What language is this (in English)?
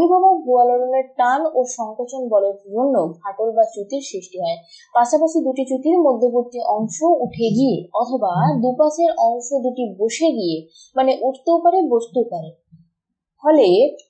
Bangla